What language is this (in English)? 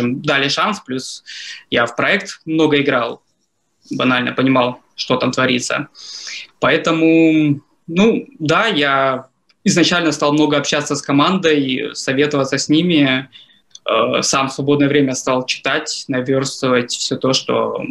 Russian